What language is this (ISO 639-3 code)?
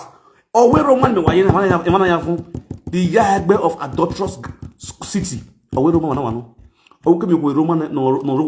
pcm